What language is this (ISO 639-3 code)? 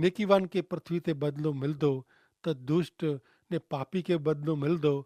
kfr